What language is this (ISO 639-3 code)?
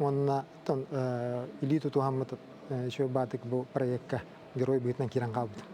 sah